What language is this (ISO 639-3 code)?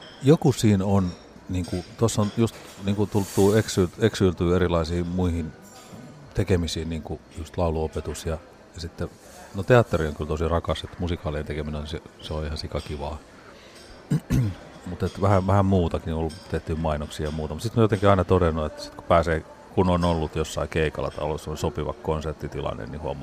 fin